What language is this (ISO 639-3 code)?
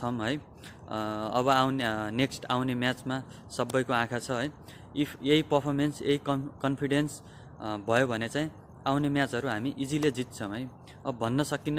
nep